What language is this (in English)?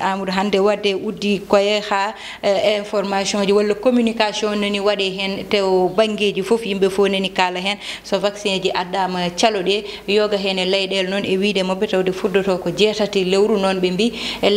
Fula